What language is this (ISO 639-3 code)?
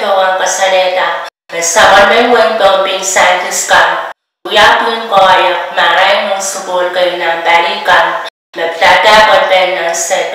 pon